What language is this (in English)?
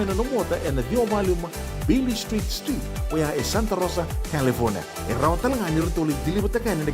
Fijian